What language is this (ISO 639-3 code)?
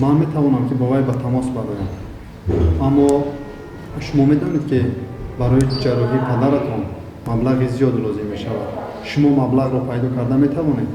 tgk